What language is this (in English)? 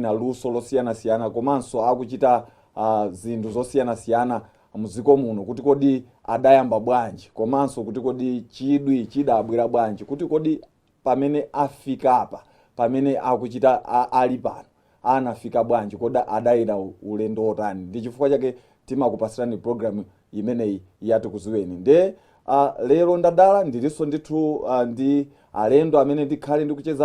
Nyanja